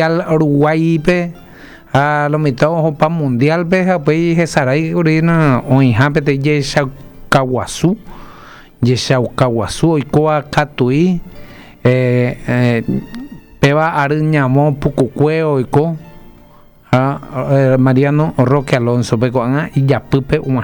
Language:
Guarani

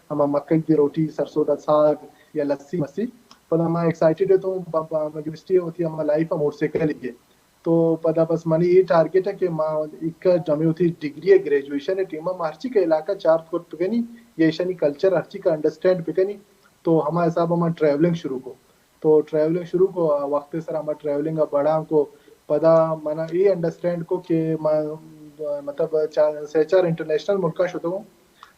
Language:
Baluchi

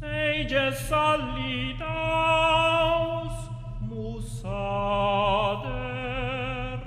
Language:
Romansh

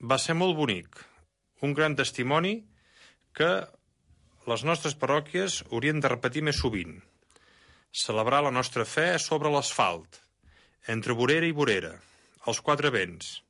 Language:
Catalan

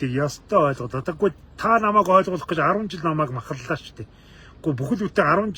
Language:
Mongolian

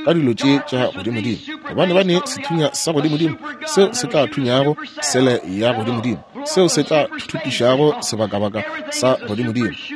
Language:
Northern Sotho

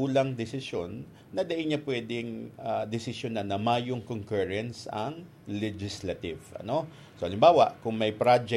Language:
Bikol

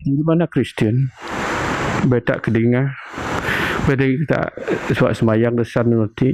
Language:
Biatah Bidayuh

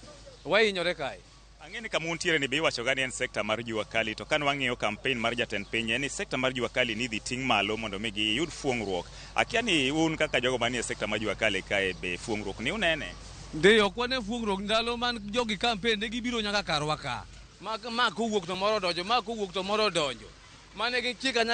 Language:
Luo (Kenya and Tanzania)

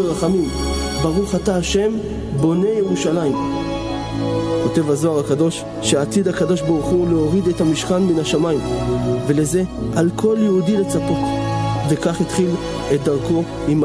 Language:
Hebrew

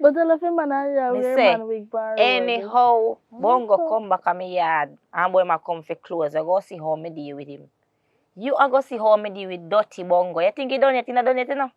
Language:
Jamaican Creole English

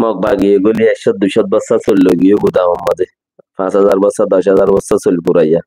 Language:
Rohingya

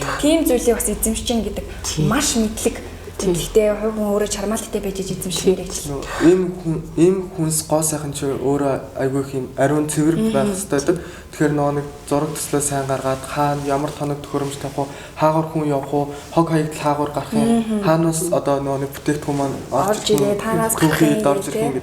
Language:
Mongolian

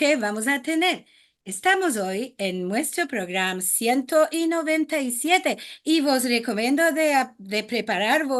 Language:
Ladino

